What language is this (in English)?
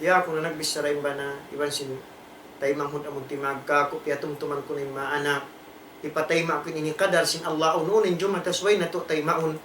Tausug